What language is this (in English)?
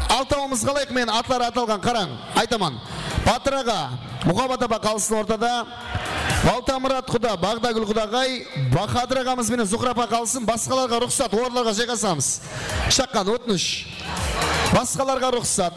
Kara-Kalpak